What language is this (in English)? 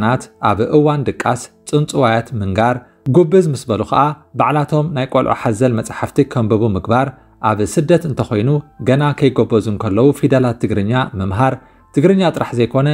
Tigrinya